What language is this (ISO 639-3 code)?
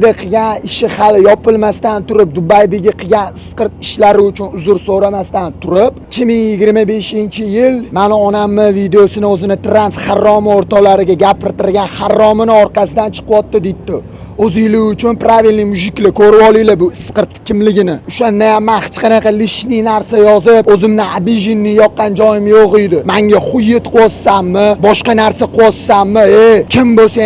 uzb